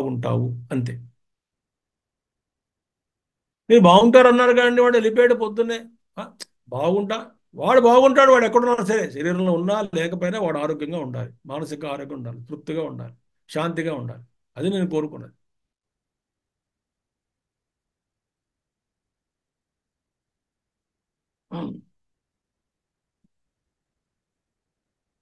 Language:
Telugu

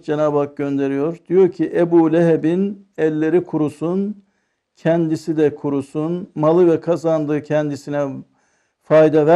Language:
Turkish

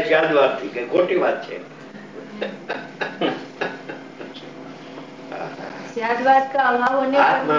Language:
Gujarati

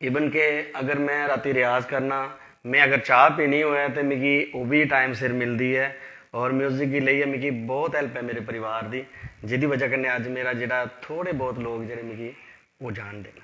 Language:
Dogri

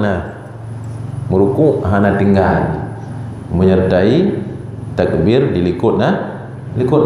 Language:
Achinese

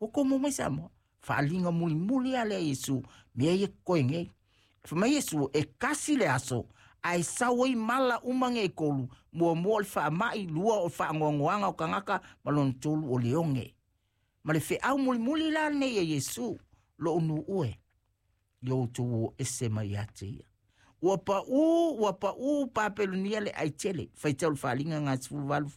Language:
Samoan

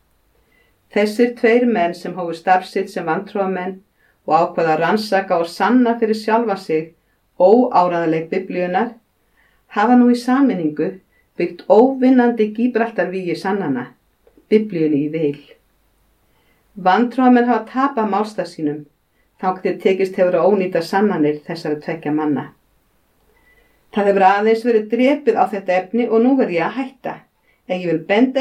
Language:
Icelandic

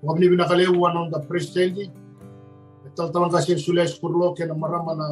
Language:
Fijian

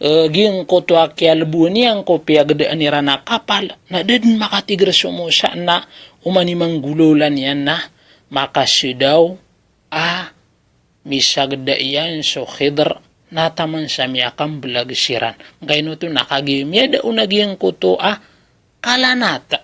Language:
Maranao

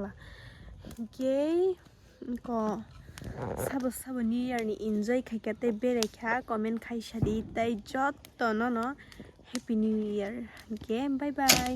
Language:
Kok Borok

